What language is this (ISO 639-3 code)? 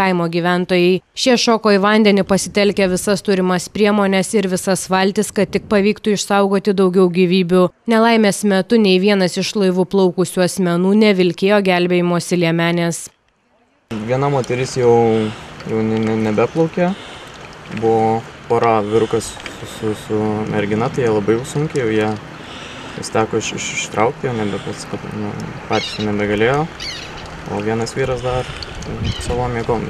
lit